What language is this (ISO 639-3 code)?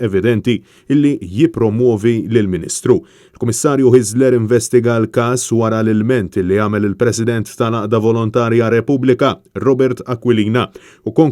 mlt